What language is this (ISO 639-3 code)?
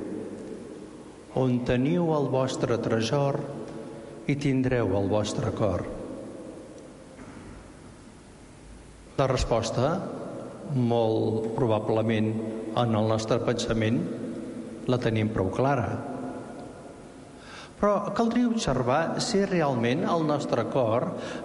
cat